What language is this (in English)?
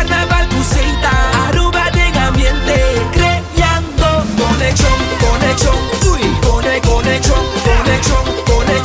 Papiamento